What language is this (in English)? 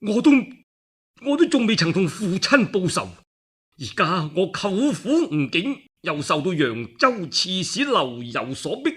Cantonese